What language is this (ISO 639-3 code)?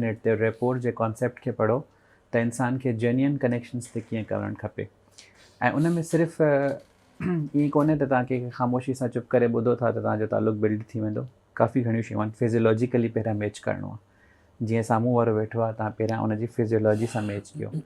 snd